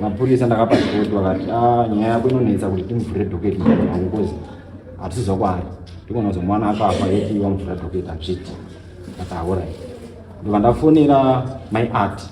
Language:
Shona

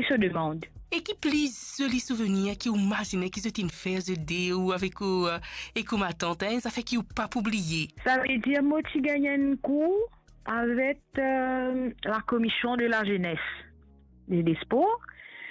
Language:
Morisyen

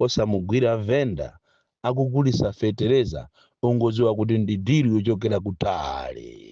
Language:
Nyanja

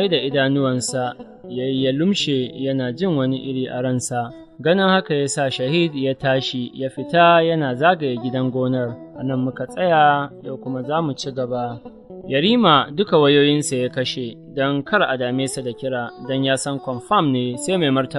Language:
Hausa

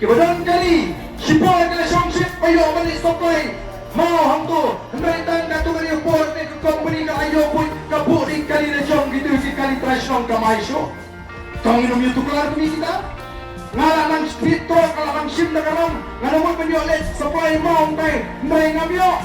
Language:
Khasi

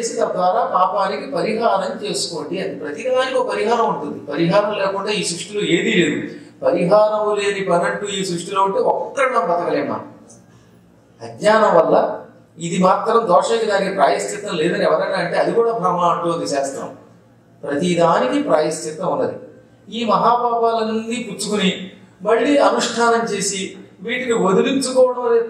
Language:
Telugu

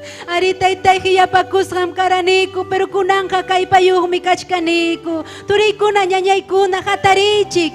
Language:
Ayacucho Quechua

